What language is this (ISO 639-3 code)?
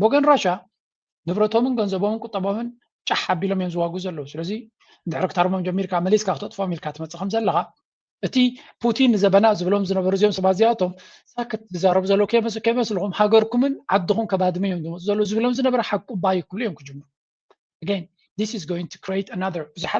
tir